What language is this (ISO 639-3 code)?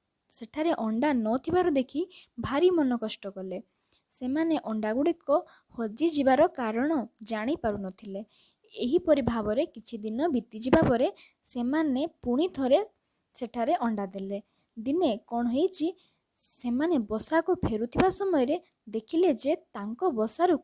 ori